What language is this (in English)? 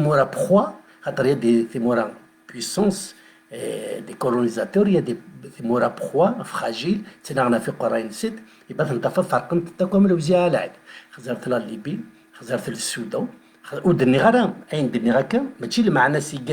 Kabyle